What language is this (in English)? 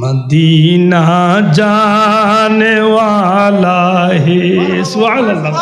Sylheti